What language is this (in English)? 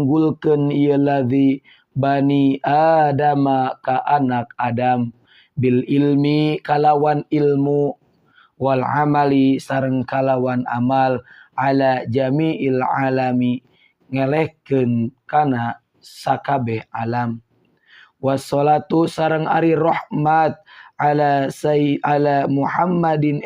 Sundanese